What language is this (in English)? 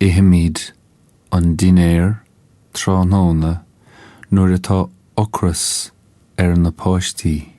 Irish